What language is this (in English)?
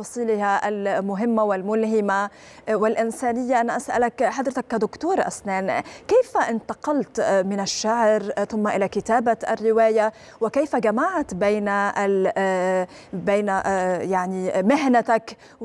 Arabic